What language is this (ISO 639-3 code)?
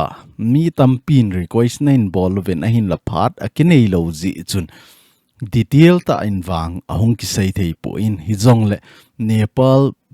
tcz